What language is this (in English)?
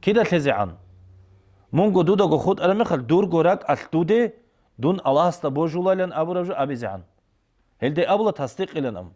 Avaric